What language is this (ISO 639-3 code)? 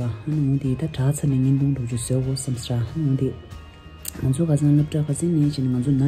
bod